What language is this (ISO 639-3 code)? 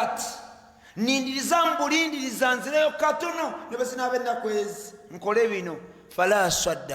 lug